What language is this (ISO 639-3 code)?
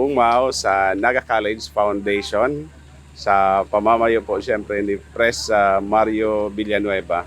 bik